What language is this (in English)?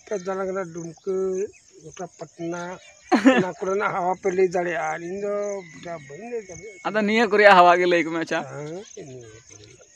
Santali